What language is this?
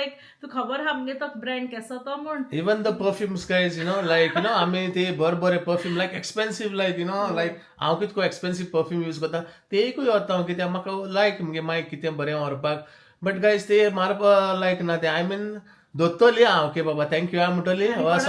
Konkani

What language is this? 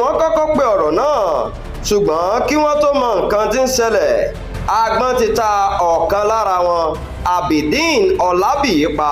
Yoruba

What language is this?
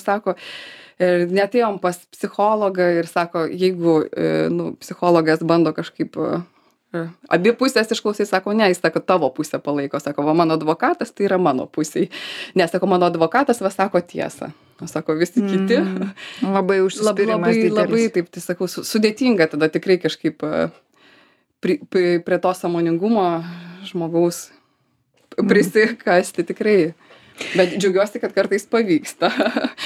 Lithuanian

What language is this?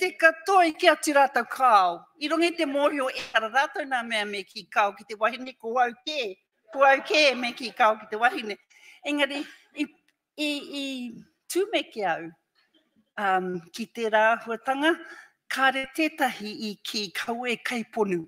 Māori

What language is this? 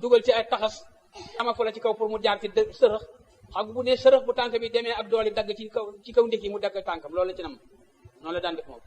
Wolof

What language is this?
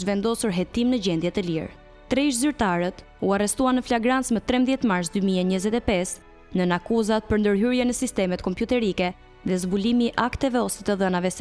Albanian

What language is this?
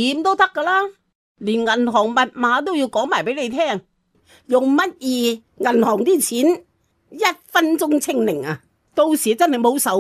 Cantonese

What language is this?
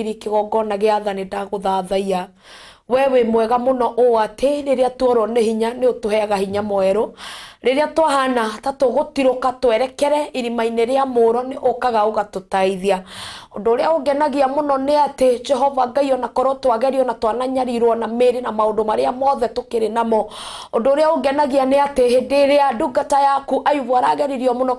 Kikuyu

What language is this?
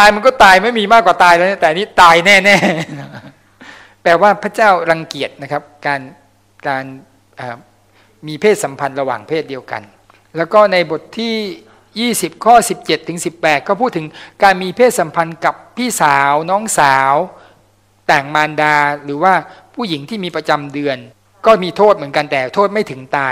Thai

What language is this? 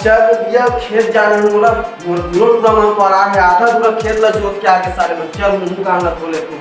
Chhattisgarhi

